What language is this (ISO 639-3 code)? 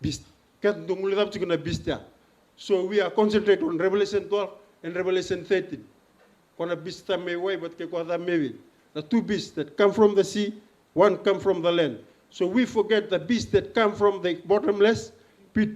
fij